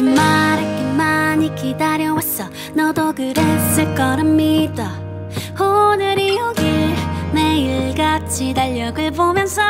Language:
Korean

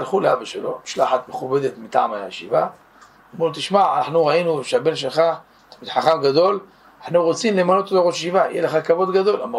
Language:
Hebrew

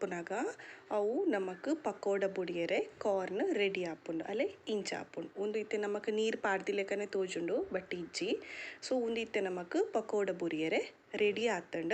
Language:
Tulu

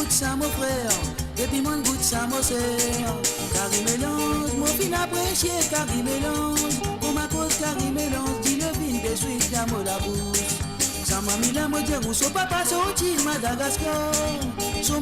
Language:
Morisyen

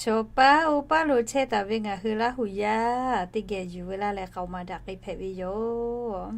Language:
Lahu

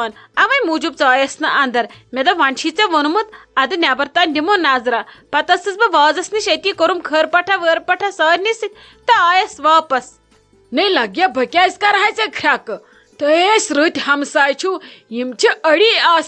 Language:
Kashmiri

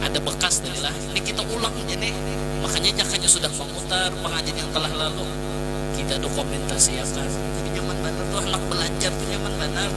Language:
Banjar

